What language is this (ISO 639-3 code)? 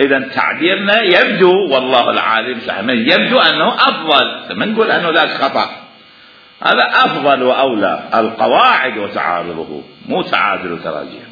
acm